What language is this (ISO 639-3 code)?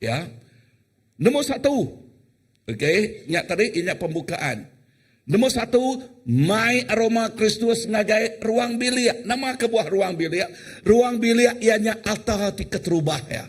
iba